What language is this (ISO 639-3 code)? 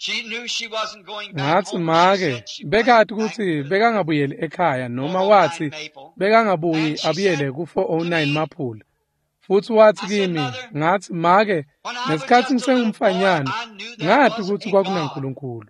ssw